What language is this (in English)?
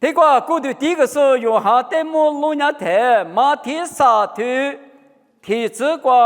Lisu